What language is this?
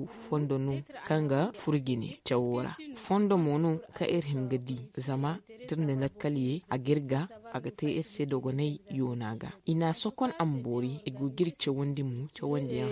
Zarma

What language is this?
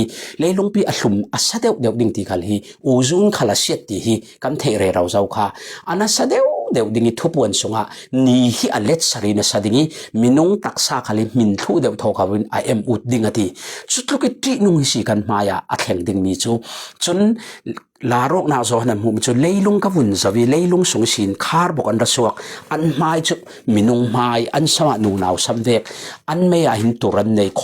Falam Chin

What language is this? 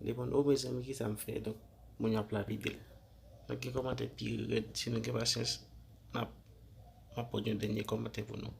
Haitian Creole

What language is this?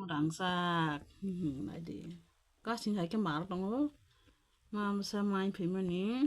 Kok Borok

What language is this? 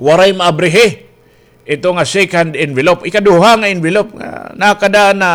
Waray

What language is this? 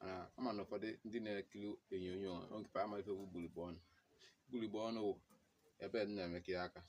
Igbo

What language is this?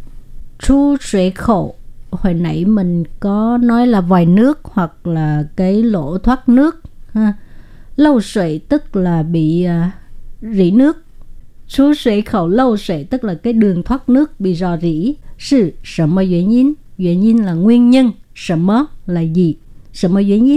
Vietnamese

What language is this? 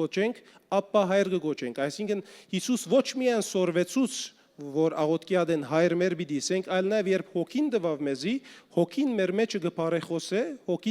Western Armenian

